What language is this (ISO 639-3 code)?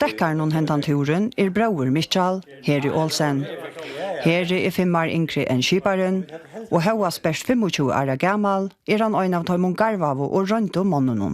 fao